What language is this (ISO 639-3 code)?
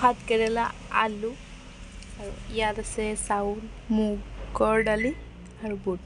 asm